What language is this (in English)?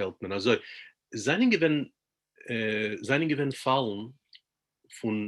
Yiddish